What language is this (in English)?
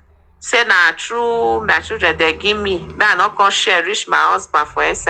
Nigerian Pidgin